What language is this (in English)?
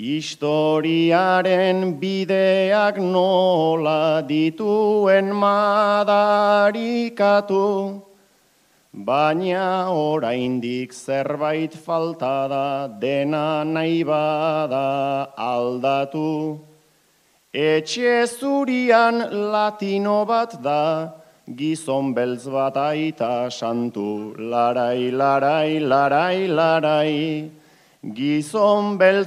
Basque